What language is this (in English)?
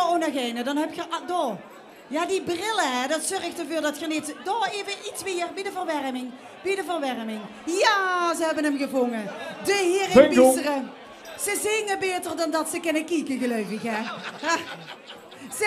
Limburgish